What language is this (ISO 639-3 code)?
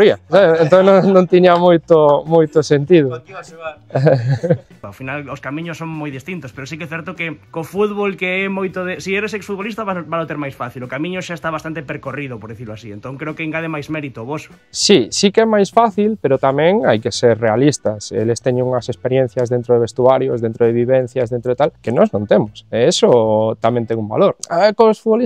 glg